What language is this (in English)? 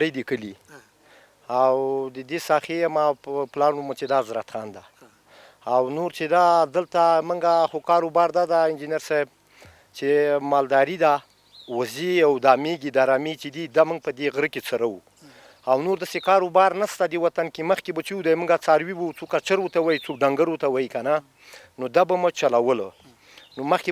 Pashto